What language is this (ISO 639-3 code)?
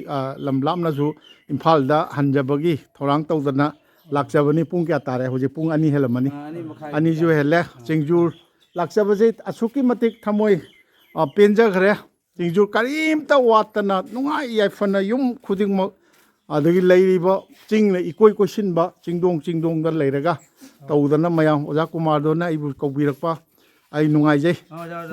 mni